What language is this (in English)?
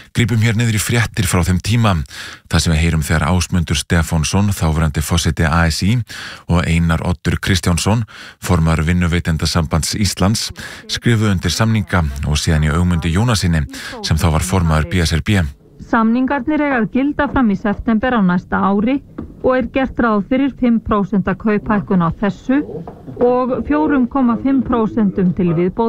Icelandic